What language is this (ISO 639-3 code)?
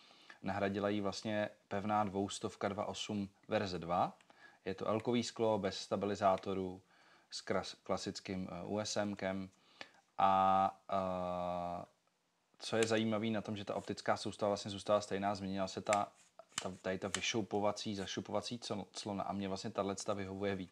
ces